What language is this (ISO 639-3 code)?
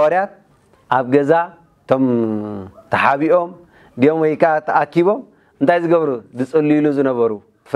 tir